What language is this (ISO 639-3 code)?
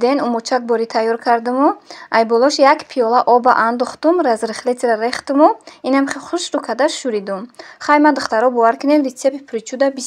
tgk